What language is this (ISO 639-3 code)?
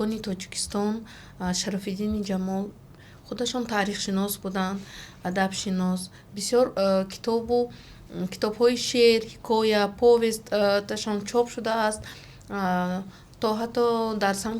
tgk